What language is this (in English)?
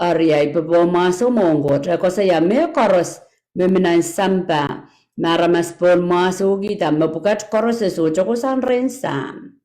Pohnpeian